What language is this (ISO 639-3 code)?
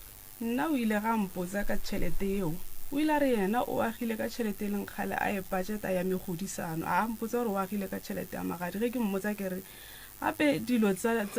nso